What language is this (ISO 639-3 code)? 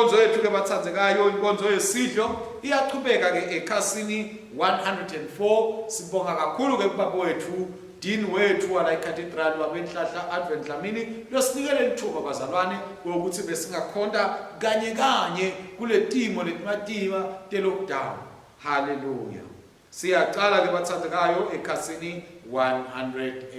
ssw